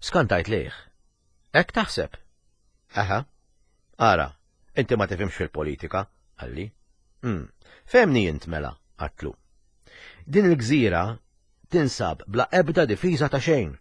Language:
Maltese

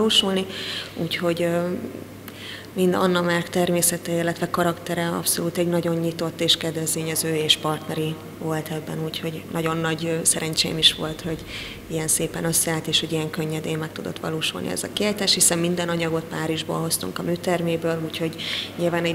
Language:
Hungarian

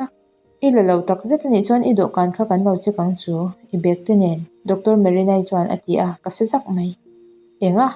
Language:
Mizo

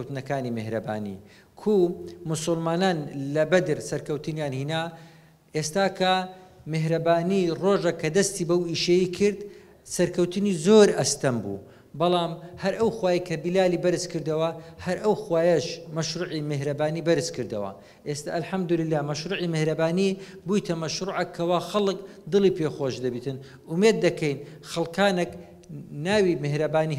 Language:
Central Kurdish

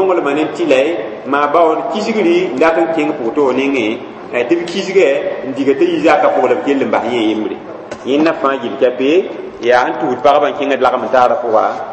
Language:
Mossi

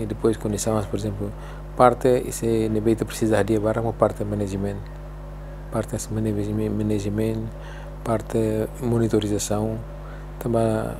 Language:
Tetum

